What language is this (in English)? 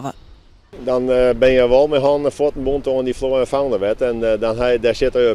Western Frisian